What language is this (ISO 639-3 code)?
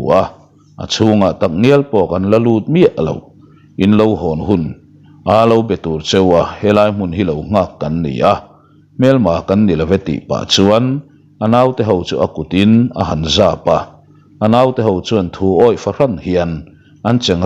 lus